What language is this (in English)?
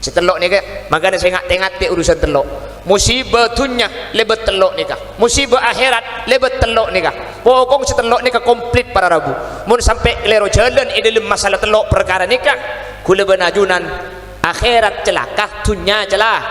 Madurese